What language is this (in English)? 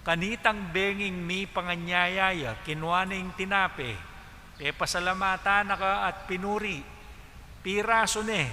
Pampanga